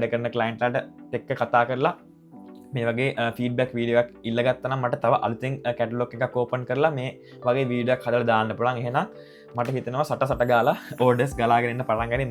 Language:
Sinhala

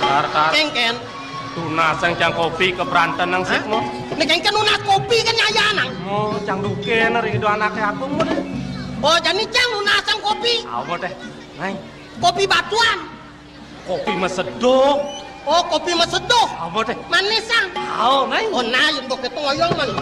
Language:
Balinese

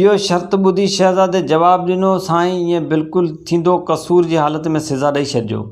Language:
Sindhi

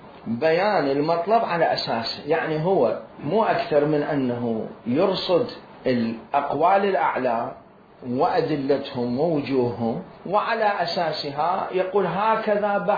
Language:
Mesopotamian Arabic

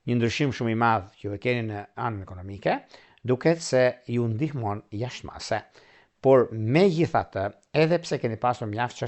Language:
Albanian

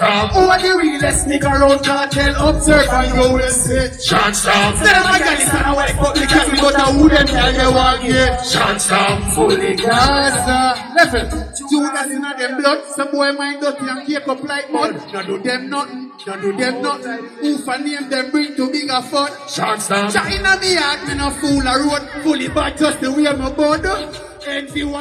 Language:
Jamaican Creole English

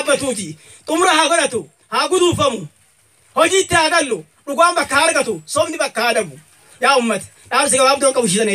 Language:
Oromo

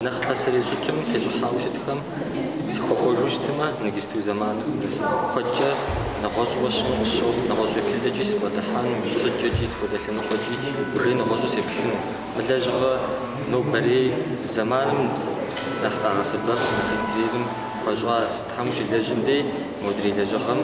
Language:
Kabardian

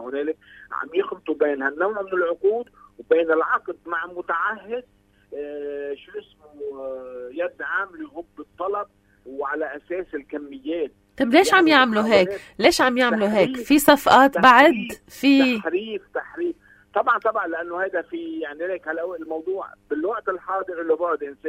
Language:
North Levantine Arabic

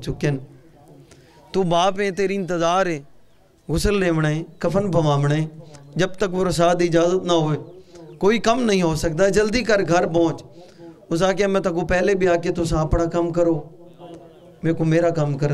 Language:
Urdu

